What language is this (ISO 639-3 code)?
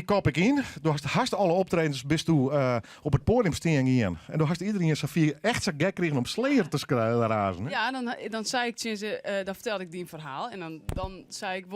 fry